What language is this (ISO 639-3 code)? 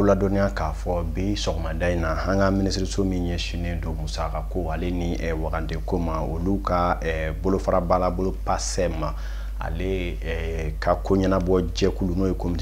bam